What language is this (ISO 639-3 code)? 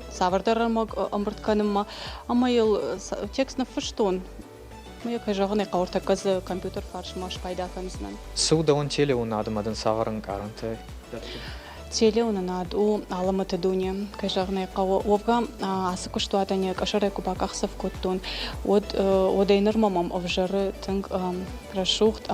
oss